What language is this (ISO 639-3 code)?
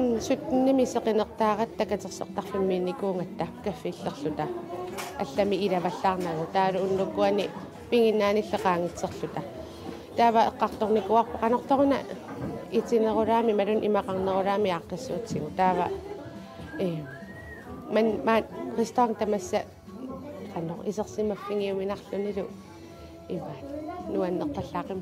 kal